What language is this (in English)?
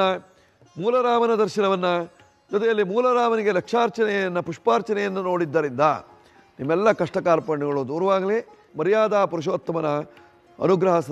Kannada